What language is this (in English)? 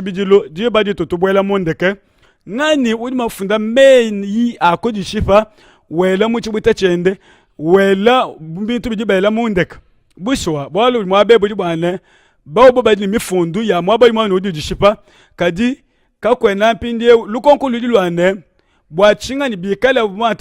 Luba-Lulua